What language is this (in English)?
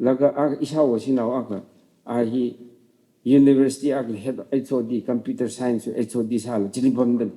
Tangkhul Naga (India)